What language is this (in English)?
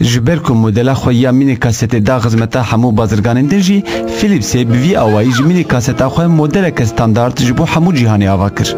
Kurdish